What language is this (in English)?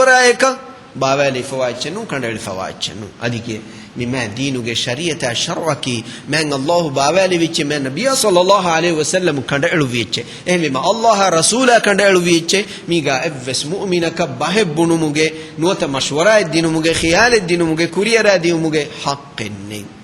Divehi